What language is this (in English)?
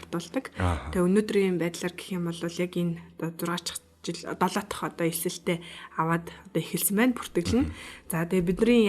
Mongolian